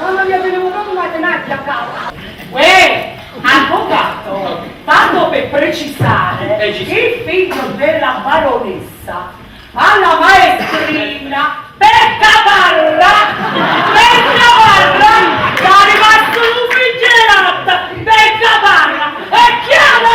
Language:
Neapolitan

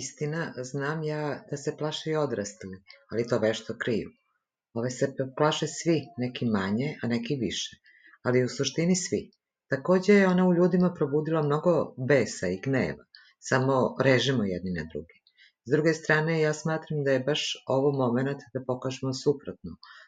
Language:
Serbian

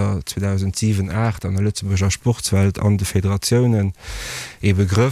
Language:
Luxembourgish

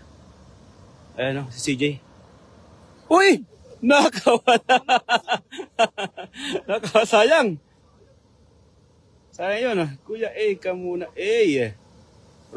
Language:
Filipino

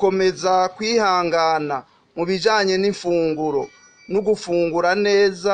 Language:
Rundi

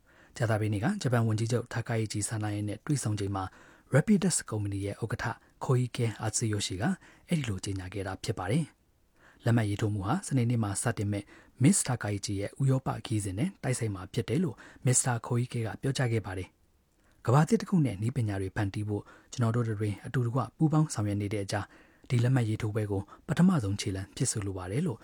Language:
Burmese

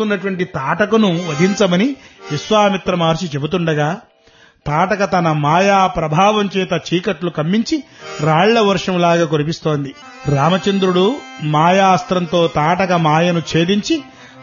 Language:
Telugu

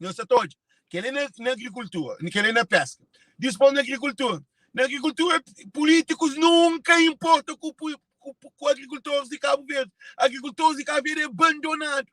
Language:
Kabuverdianu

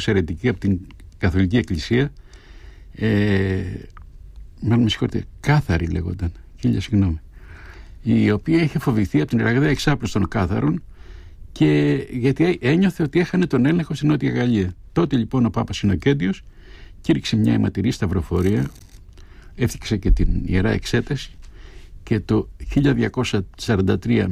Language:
Greek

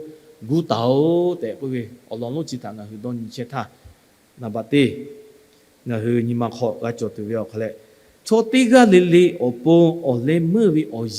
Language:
Lahu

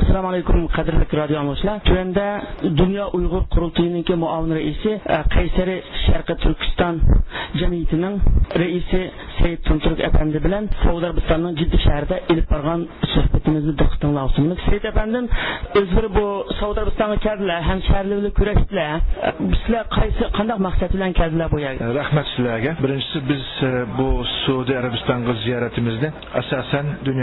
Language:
Uyghur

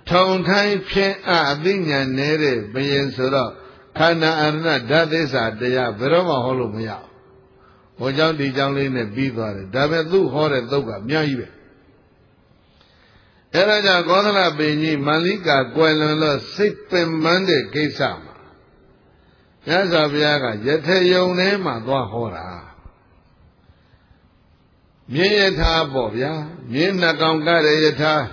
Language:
Burmese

